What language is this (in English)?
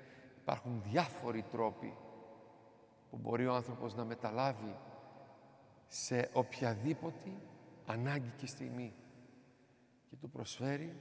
Greek